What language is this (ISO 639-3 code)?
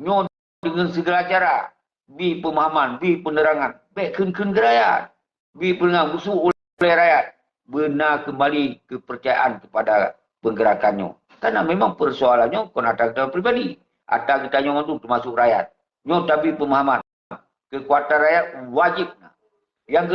ace